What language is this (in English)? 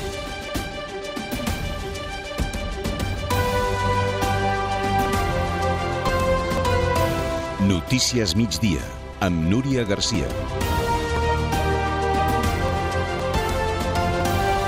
Catalan